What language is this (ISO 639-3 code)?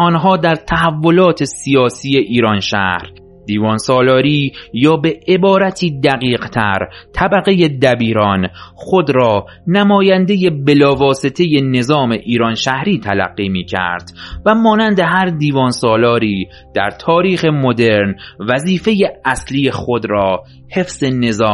fas